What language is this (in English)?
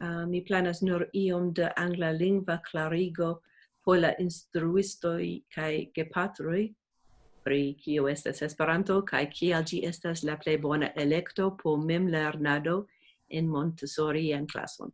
Esperanto